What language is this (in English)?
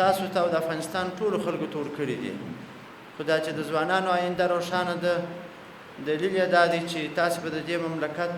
Pashto